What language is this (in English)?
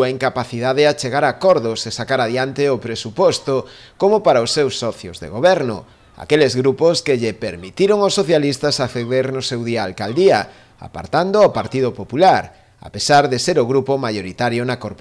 Galician